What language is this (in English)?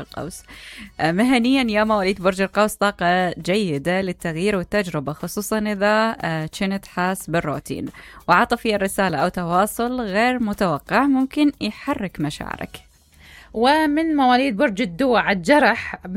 Mesopotamian Arabic